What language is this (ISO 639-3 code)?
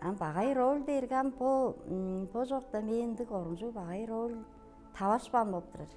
tyv